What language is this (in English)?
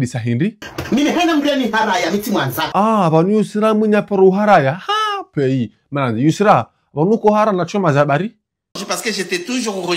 Ngazidja Comorian